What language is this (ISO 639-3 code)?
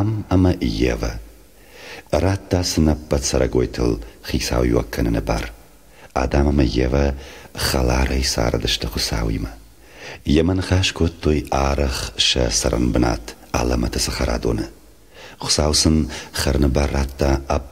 oss